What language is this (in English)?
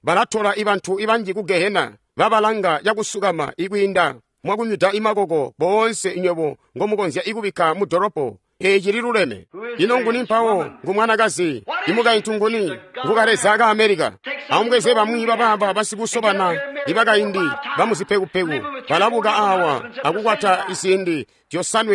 Tonga (Zambia)